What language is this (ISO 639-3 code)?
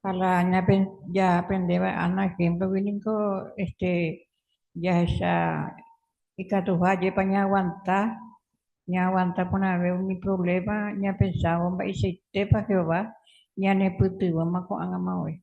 grn